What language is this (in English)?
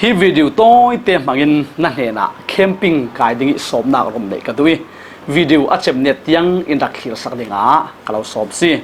Falam Chin